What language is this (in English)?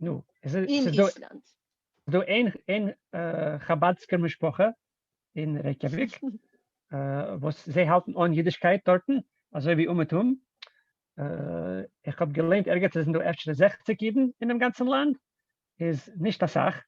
Yiddish